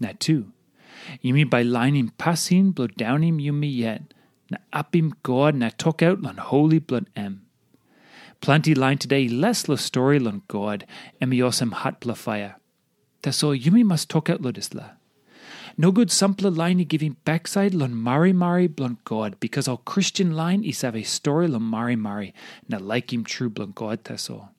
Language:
Tok Pisin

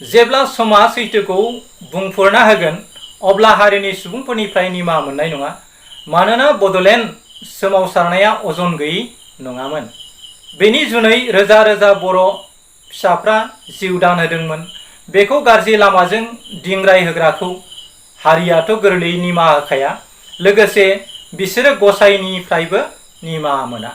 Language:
Bodo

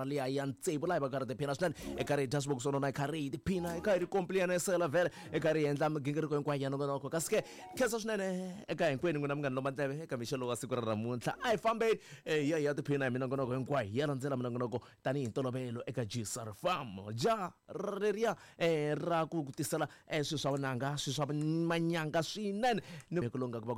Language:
Tsonga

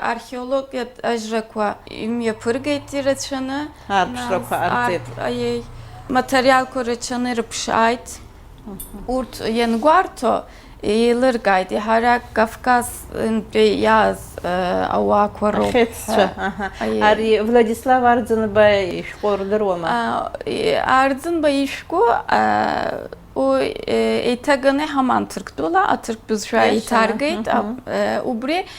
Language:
Abkhazian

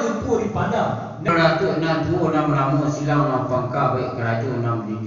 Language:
Minangkabau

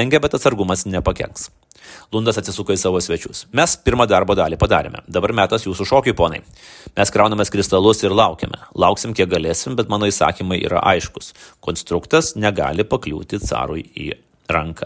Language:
Lithuanian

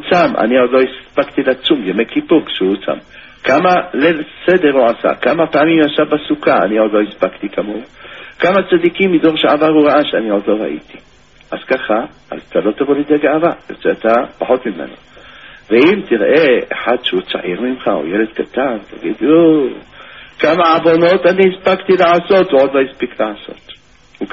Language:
Hebrew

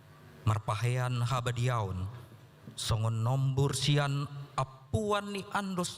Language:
Batak Toba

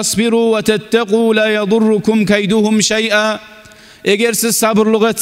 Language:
Kumyk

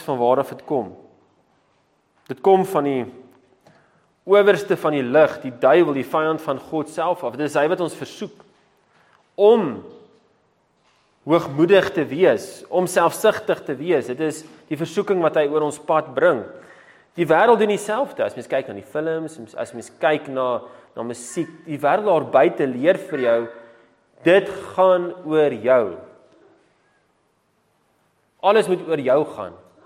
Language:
Afrikaans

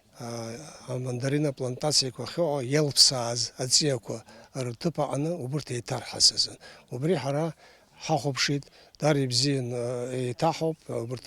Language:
Abkhazian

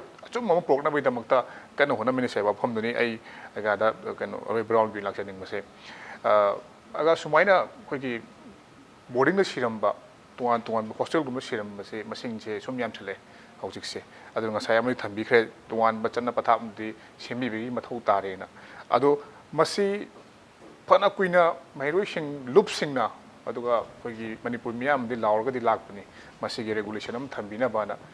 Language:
Manipuri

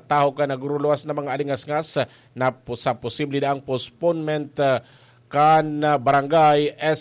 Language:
Bikol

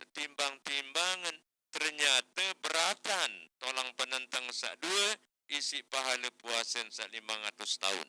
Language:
Sasak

